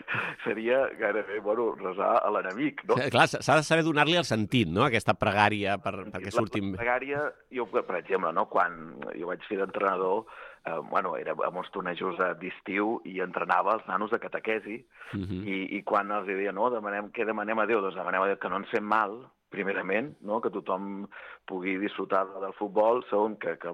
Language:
Catalan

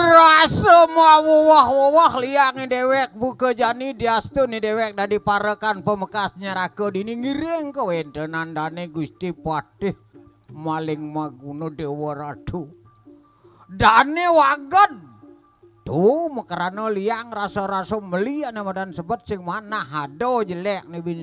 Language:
Balinese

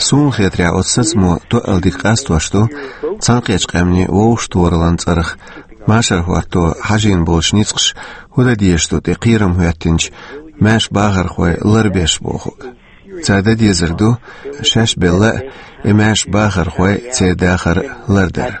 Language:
Chechen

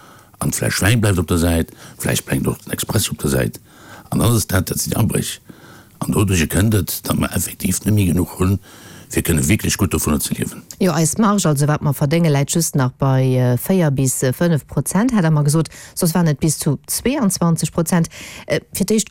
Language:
Luxembourgish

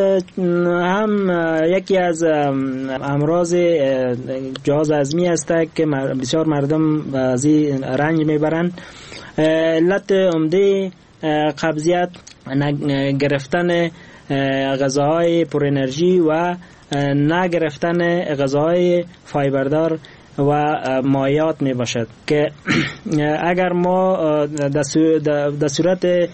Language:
Persian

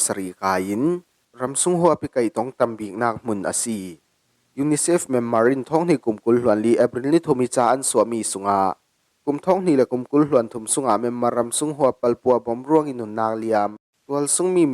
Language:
Falam Chin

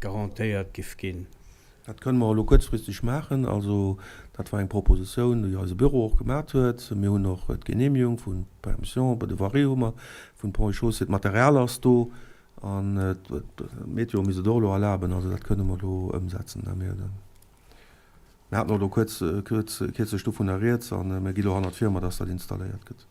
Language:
Luxembourgish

